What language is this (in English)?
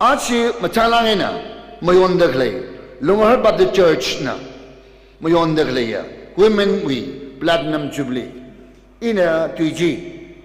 Tangkhul Naga (India)